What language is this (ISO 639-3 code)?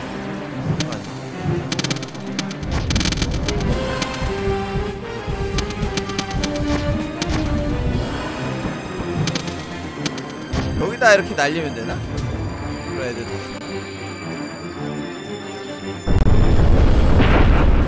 kor